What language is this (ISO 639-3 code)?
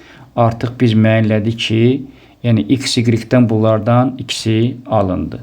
aze